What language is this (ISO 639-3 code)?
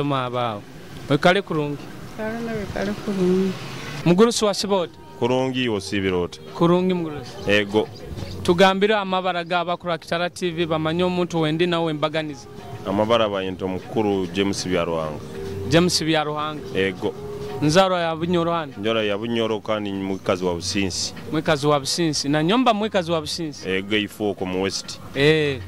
nyo